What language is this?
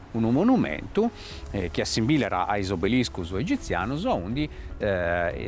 Sardinian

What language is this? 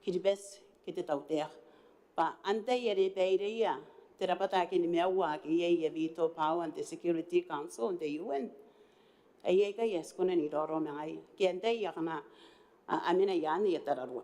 Gilbertese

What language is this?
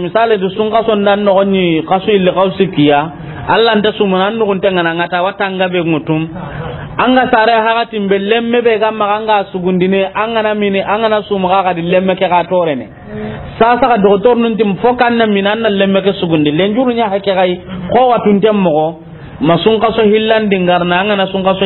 Soninke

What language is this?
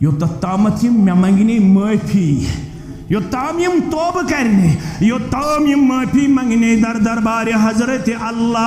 Kashmiri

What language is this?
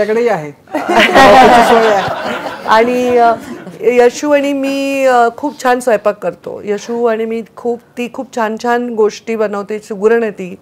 Marathi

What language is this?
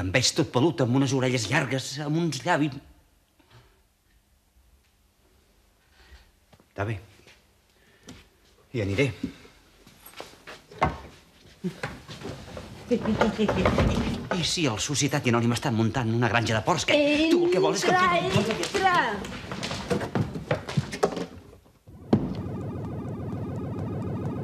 Catalan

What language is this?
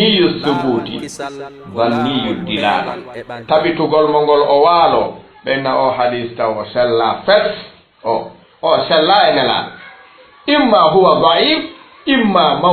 Fula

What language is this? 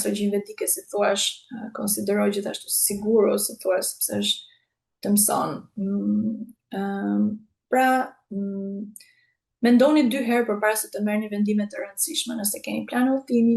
Albanian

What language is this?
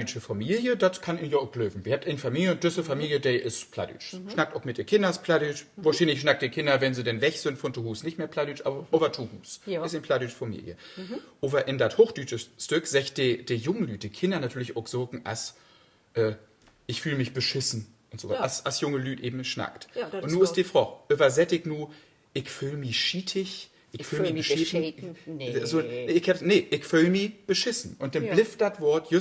Low German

